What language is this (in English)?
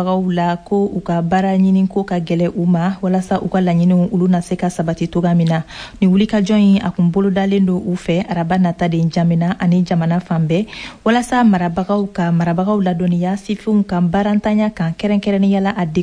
Bambara